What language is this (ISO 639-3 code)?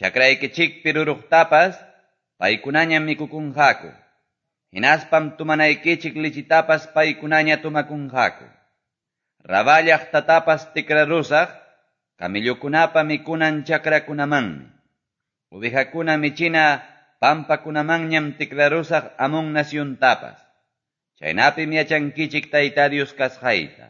que